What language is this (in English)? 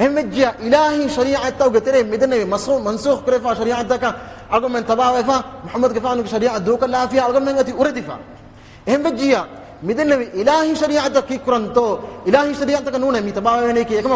Divehi